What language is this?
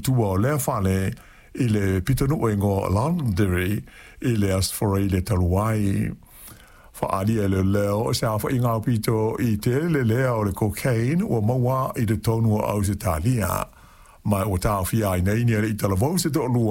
Samoan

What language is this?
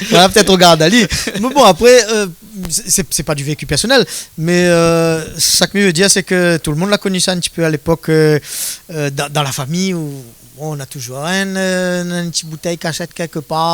Réunion Creole French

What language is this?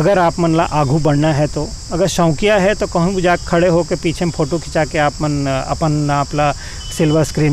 Chhattisgarhi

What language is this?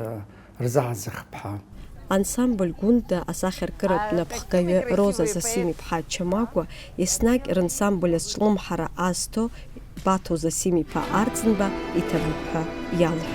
Abkhazian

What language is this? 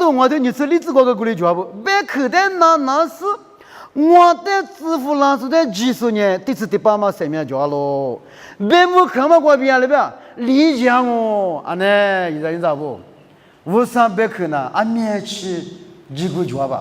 Lisu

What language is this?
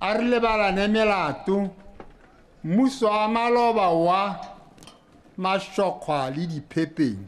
Tswana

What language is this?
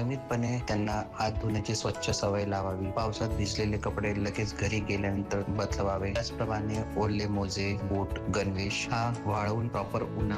Marathi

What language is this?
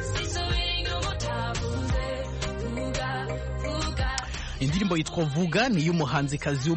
Kinyarwanda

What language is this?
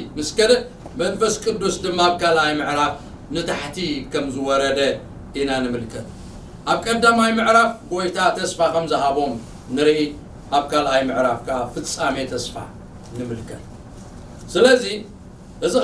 Tigrinya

